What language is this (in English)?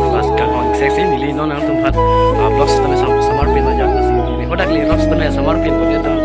Karbi